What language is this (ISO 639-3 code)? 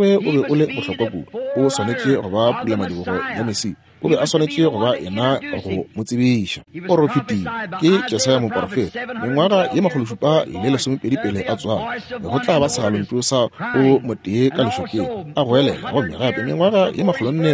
nso